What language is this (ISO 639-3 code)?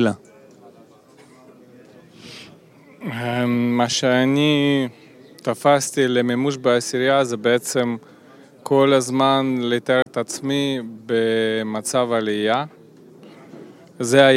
heb